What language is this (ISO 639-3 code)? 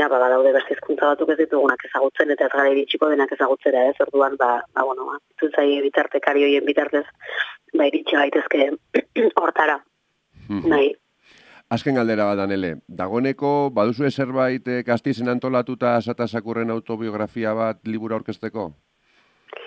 eus